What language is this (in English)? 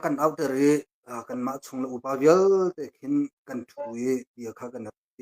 Hakha Chin